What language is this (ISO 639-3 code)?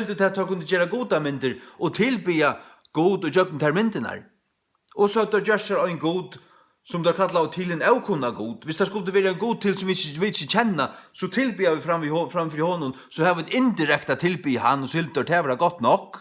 fao